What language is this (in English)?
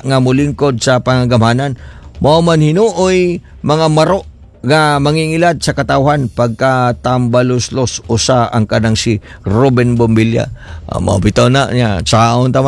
Cebuano